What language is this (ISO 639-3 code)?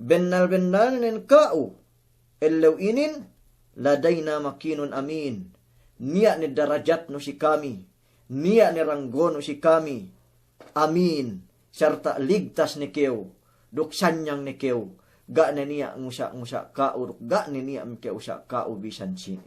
yka